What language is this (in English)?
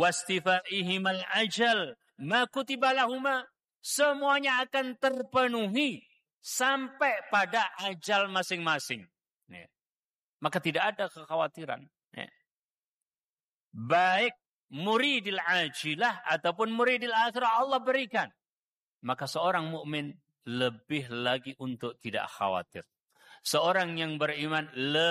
Indonesian